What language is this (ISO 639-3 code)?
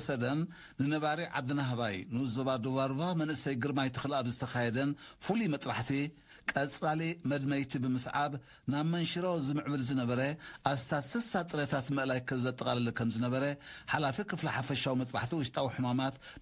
tir